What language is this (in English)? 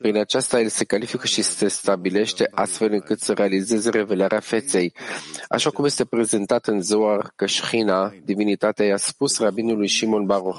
Romanian